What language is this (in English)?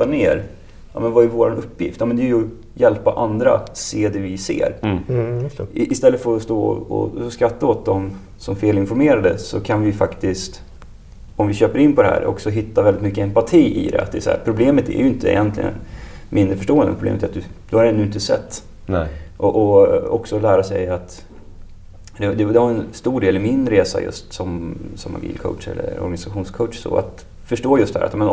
Swedish